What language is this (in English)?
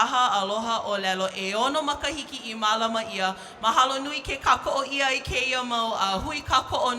Hawaiian